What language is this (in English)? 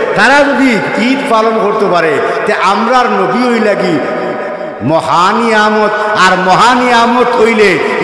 Sylheti